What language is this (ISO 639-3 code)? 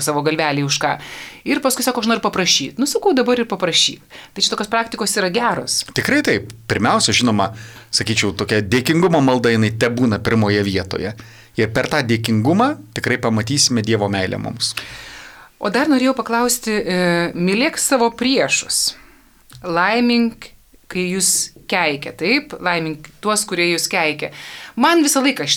lit